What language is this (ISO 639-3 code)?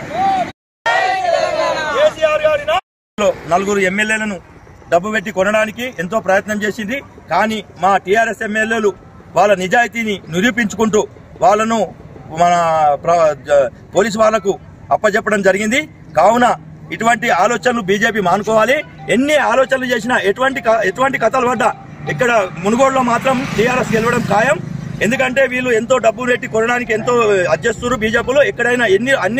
tel